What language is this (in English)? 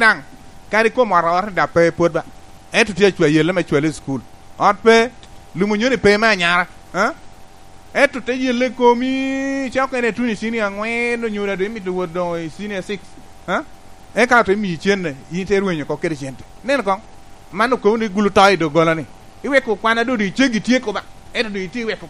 Lango (Uganda)